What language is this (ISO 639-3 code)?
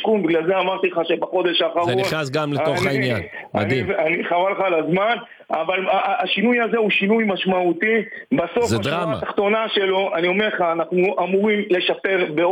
heb